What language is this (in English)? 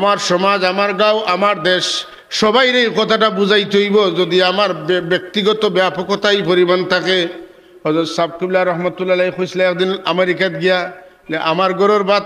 Sylheti